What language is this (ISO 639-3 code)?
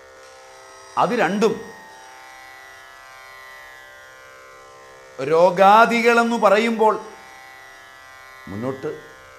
mal